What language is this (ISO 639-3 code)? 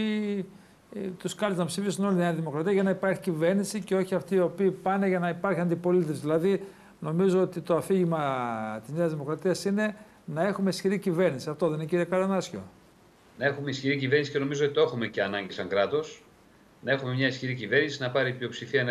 ell